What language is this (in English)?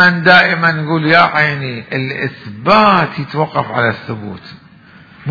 Mesopotamian Arabic